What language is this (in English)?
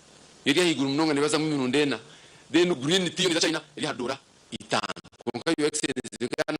Nyankole